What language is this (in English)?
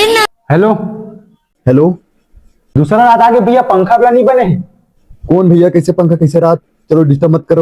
Chhattisgarhi